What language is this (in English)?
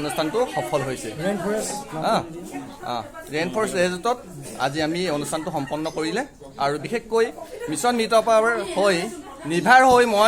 Assamese